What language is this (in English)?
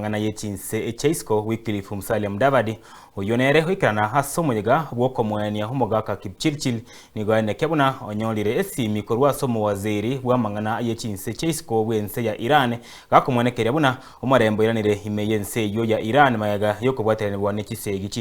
Gusii